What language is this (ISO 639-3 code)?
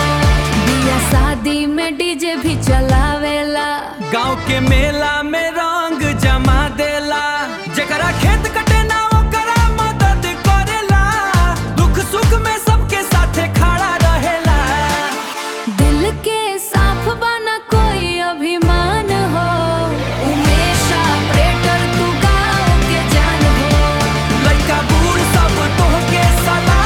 bho